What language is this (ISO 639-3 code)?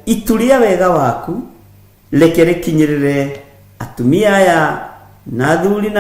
kik